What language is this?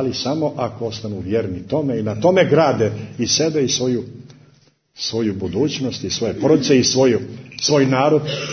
Serbian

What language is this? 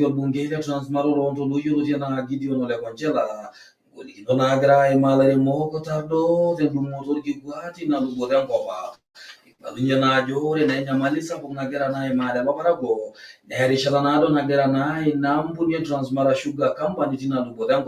Masai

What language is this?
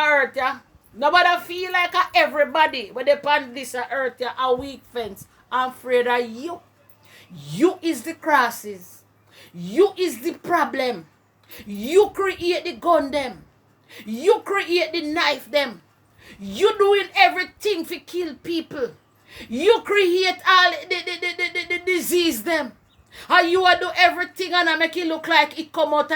Jamaican Creole English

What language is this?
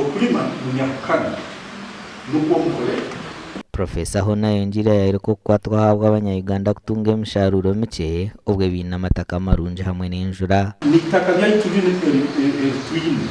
Nyankole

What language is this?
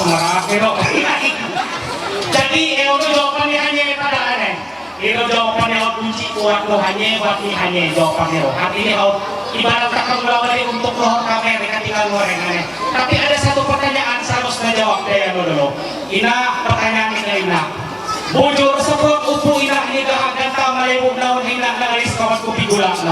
Ma'anyan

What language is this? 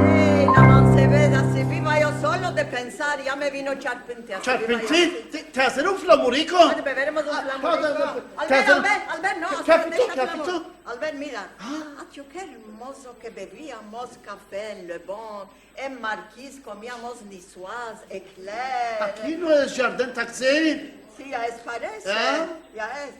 Ladino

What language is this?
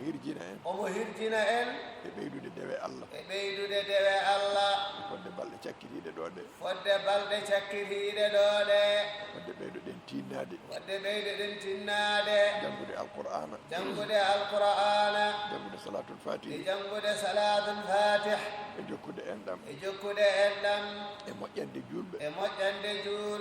Fula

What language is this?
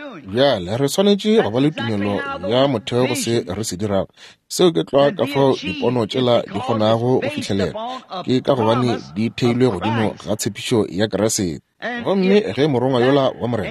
Northern Sotho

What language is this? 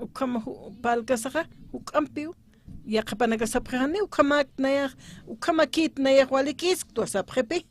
Aymara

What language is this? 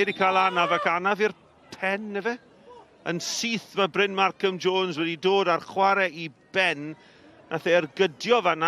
Welsh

